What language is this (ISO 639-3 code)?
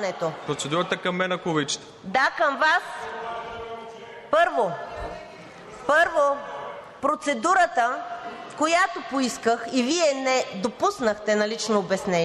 bul